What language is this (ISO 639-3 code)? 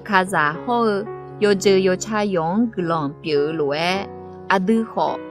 ahk